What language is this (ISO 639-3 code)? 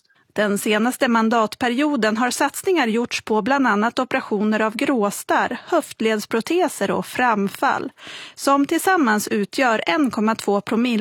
swe